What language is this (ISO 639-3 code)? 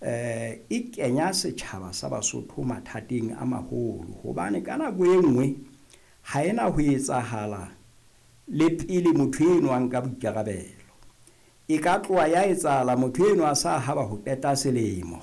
sot